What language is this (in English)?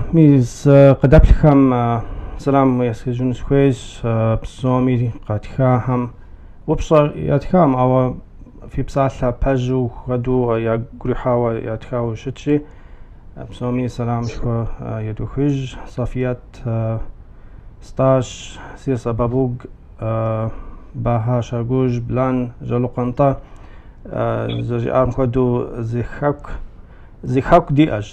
Kabardian